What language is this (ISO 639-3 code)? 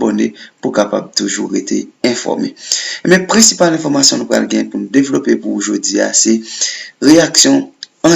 hat